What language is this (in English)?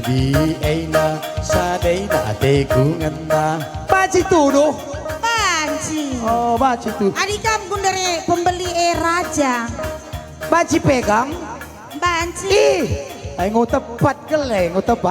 Batak Karo